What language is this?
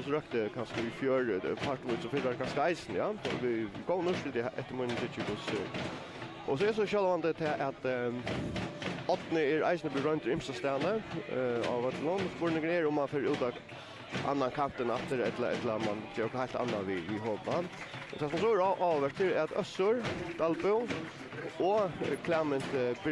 Faroese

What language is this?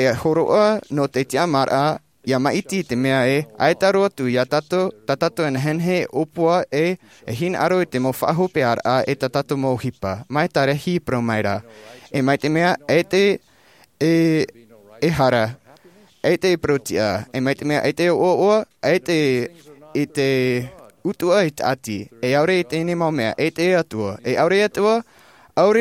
Tahitian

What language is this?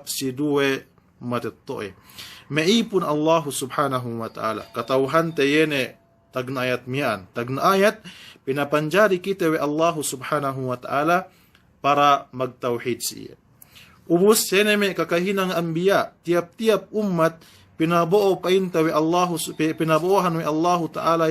Yakan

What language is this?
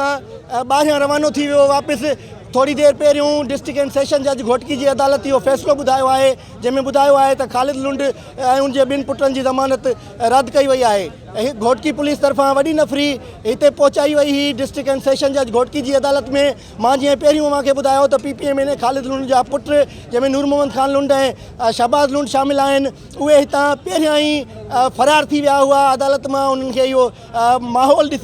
Sindhi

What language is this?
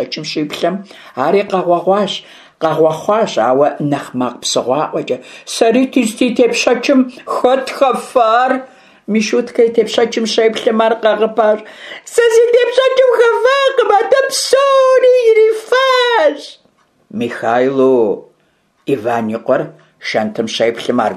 Kabardian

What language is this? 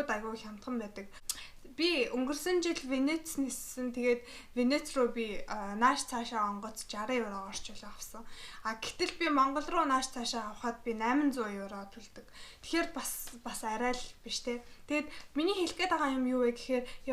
Mongolian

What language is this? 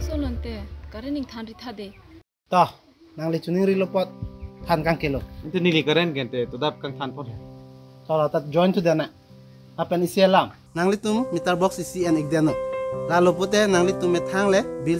Karbi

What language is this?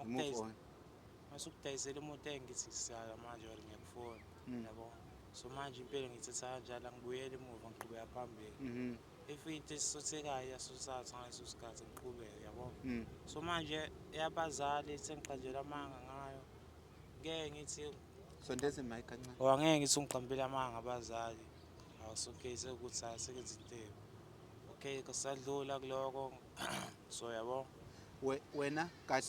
Zulu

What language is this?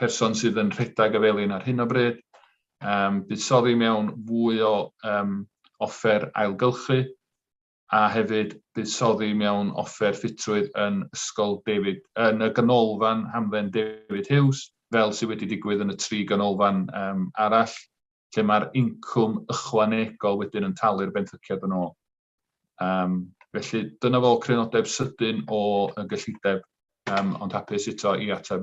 Welsh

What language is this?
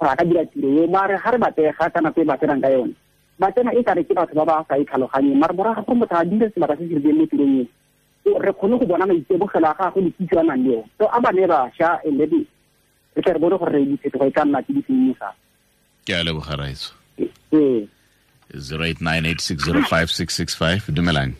Tswana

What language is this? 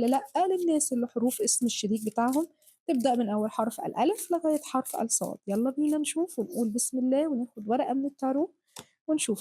Egyptian Arabic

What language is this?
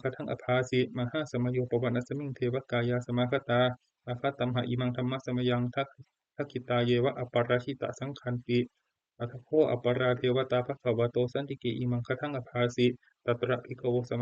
Pali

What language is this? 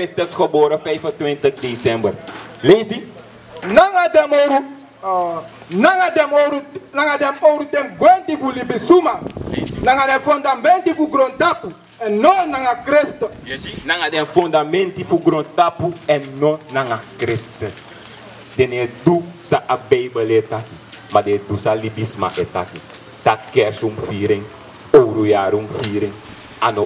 Sranan Tongo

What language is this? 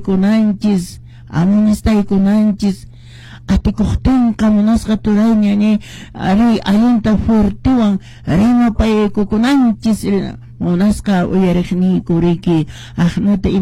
Quechua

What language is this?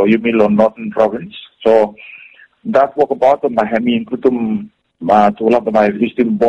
Bislama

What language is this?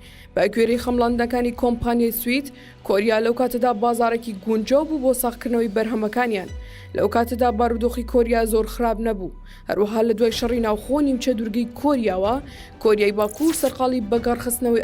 Central Kurdish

